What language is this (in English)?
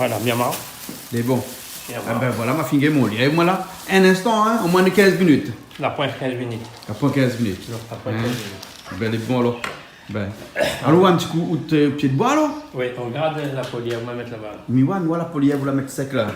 Réunion Creole French